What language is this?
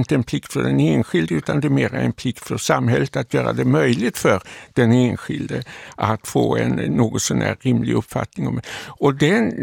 Swedish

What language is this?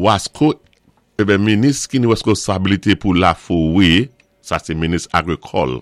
Saint Lucian Creole French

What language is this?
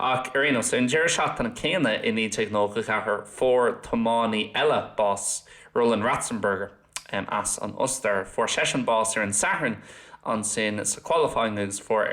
Irish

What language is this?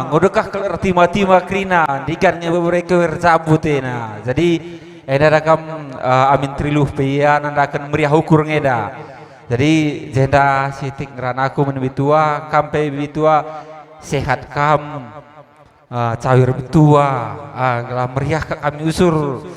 Batak Karo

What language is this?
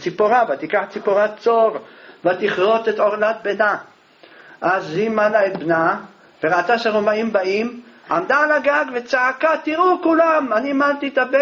Hebrew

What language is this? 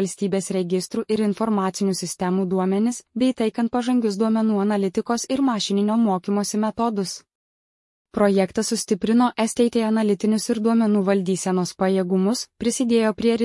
Lithuanian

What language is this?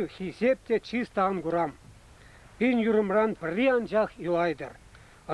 Chuvash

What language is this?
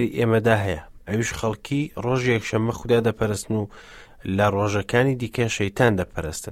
Central Kurdish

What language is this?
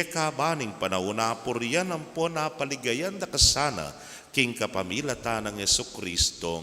Pampanga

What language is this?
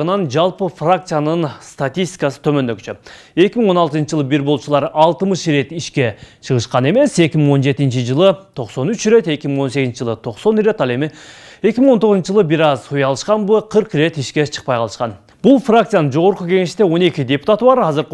Kyrgyz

